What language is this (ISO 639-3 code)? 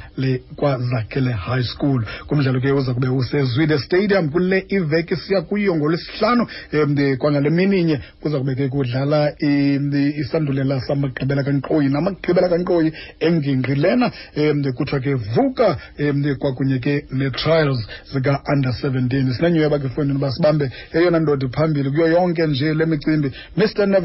xho